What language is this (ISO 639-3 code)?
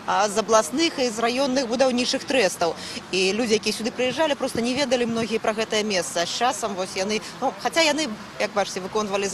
bel